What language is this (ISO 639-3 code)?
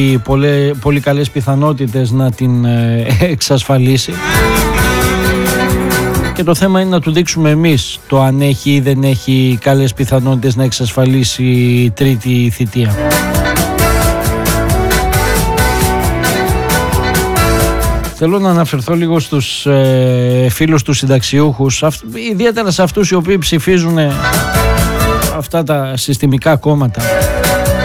ell